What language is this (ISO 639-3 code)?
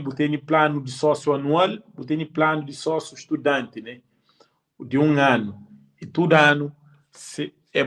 kea